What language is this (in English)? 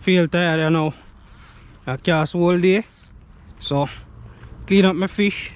Jamaican Creole English